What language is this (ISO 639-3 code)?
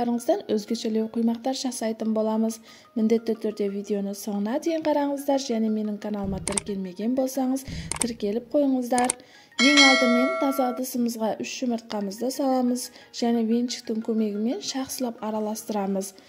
kaz